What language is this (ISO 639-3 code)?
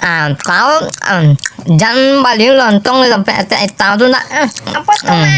min